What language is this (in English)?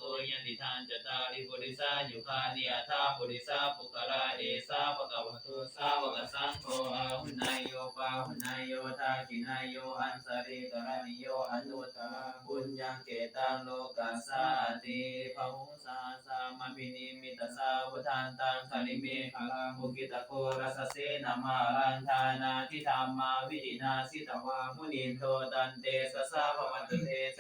Pali